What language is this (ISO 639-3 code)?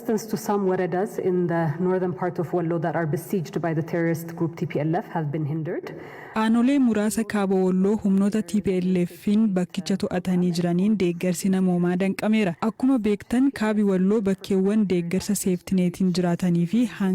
orm